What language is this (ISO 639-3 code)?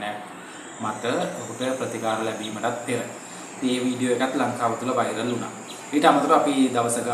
sin